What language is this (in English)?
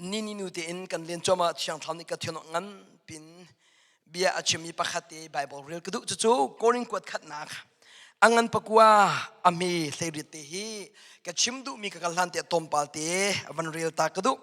Hakha Chin